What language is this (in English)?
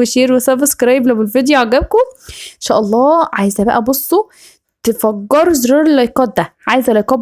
Egyptian Arabic